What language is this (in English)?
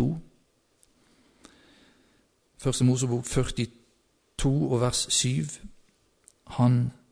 Norwegian